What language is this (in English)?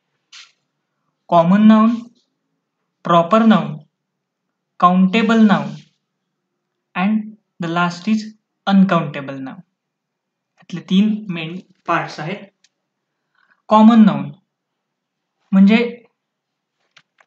Marathi